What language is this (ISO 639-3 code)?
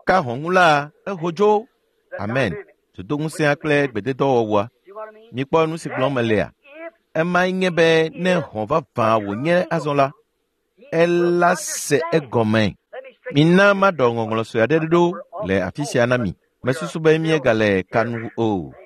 ewe